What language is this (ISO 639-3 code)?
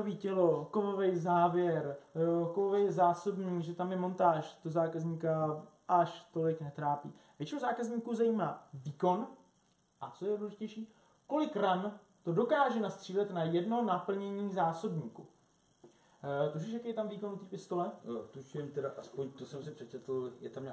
ces